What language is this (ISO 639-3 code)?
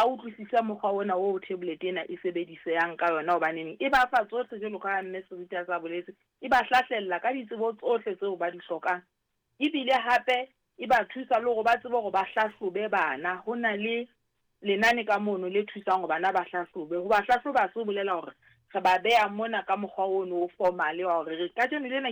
sot